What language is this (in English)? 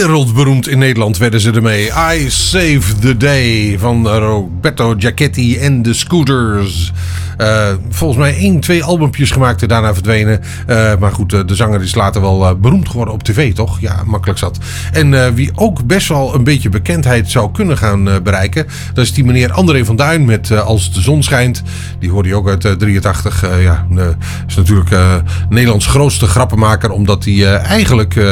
Dutch